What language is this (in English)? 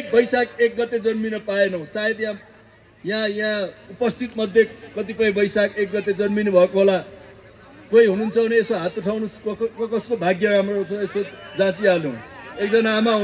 Nepali